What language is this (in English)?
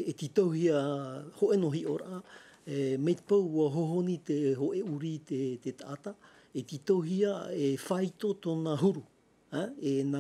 Tahitian